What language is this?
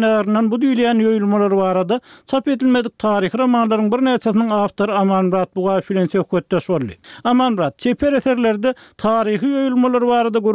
Turkmen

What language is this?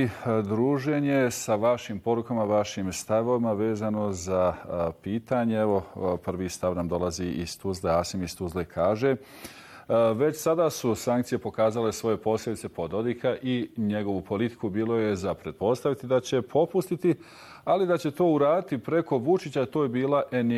Bosnian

